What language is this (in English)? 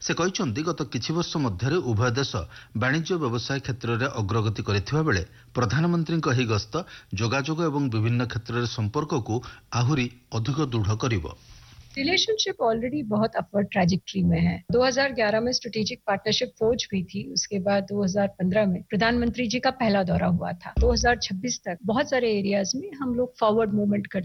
Odia